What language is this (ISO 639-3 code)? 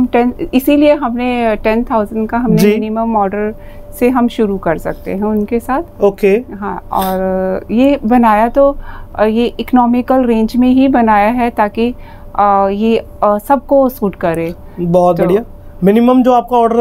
hin